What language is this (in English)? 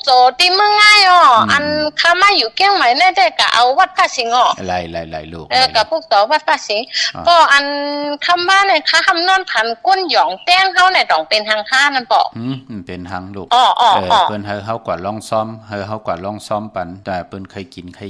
Shan